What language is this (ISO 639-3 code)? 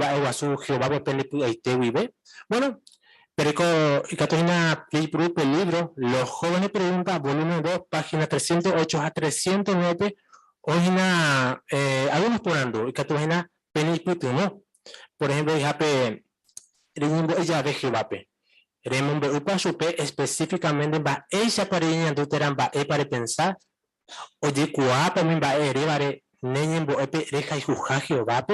grn